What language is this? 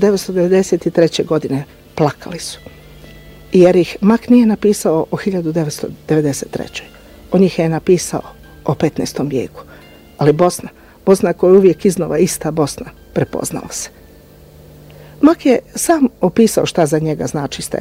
Bosnian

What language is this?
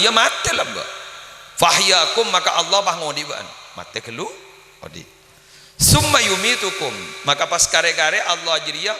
Madurese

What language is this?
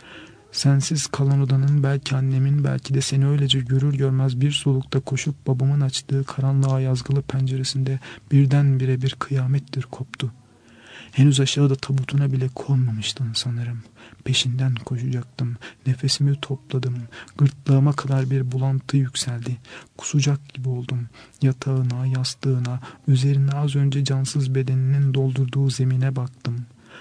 Turkish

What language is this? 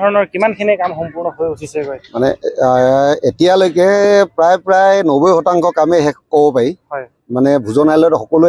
Assamese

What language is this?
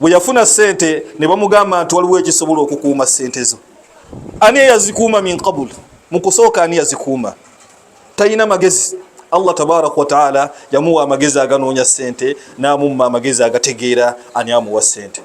Ganda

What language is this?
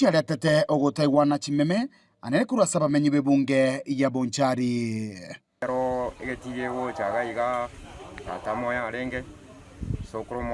Gusii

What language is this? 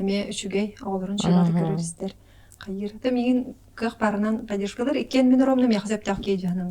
Yakut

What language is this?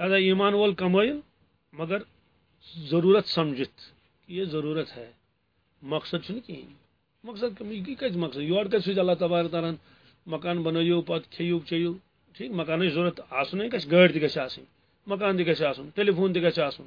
Kashmiri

